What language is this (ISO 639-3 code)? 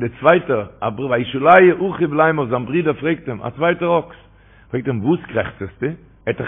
yid